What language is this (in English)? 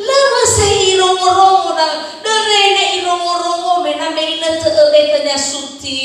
Nias